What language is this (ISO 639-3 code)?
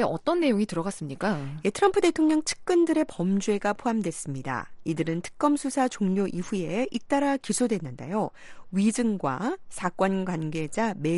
kor